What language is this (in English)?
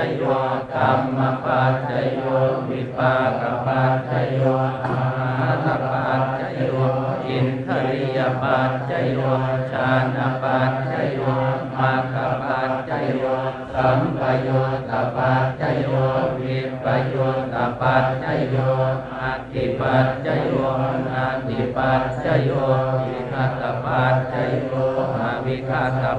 Pali